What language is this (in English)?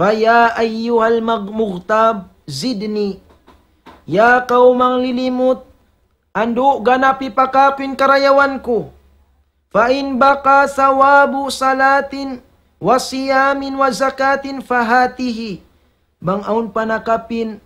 Tausug